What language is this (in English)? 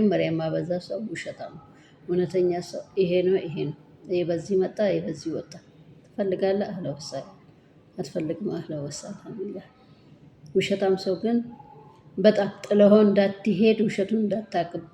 Amharic